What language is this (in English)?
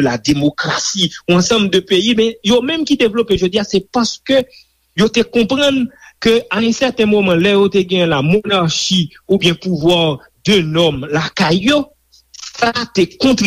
Haitian Creole